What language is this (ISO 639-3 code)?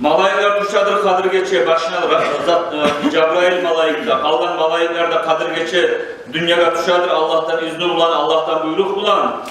kum